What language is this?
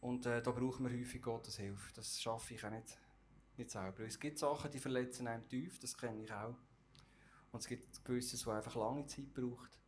Swiss German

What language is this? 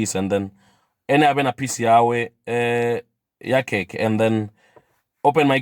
Venda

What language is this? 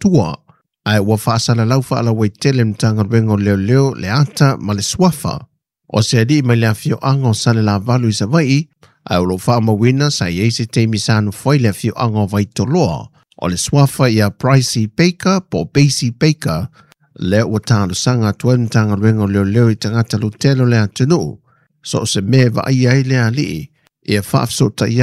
Samoan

